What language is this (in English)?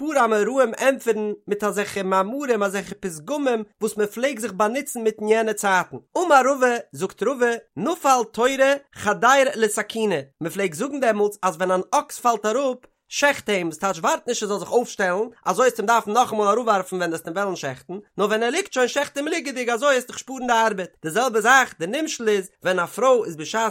Yiddish